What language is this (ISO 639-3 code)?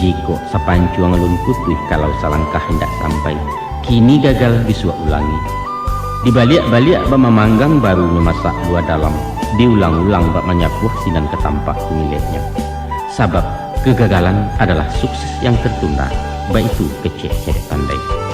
min